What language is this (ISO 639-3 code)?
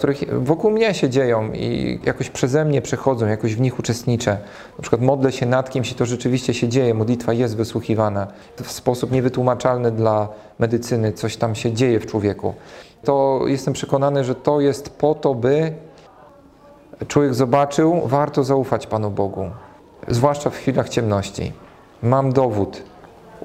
pol